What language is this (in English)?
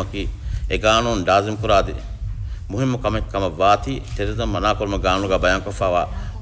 Divehi